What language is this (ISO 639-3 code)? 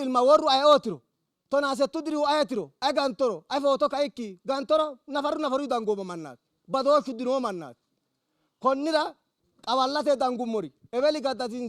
sid